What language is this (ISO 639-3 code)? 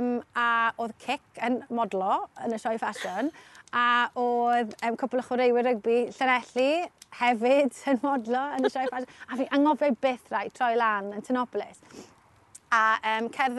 cym